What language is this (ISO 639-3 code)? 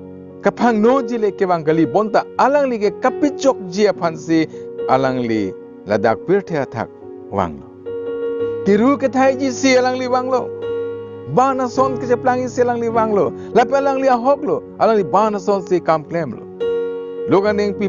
mjw